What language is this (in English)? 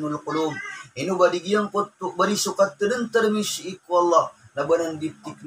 Maranao